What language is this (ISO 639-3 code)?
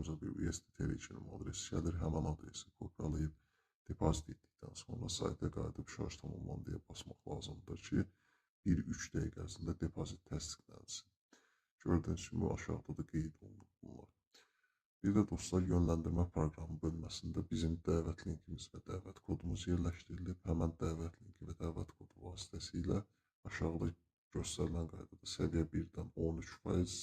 aze